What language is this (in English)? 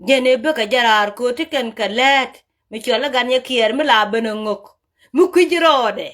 Nuer